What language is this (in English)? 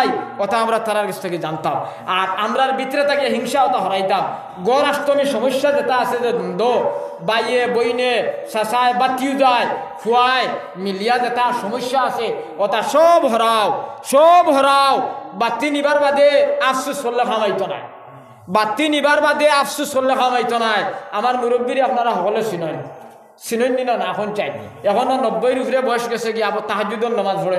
Sylheti